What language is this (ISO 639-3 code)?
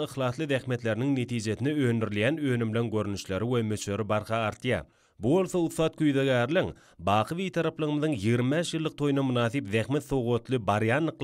tuk